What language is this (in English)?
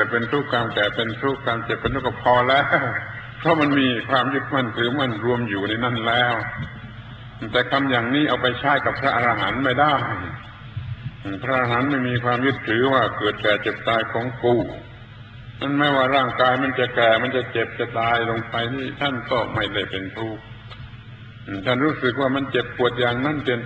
Thai